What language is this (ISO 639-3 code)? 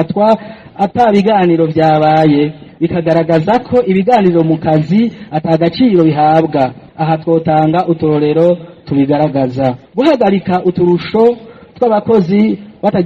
run